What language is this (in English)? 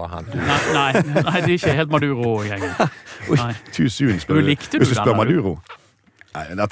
Norwegian